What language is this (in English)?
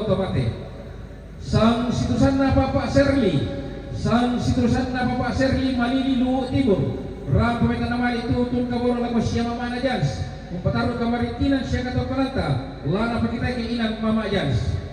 Toraja-Sa'dan